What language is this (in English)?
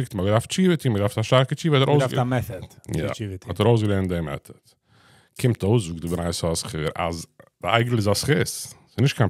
Yiddish